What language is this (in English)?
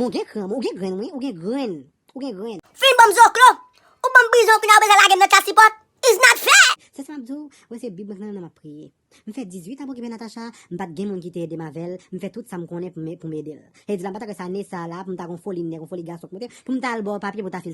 Haitian Creole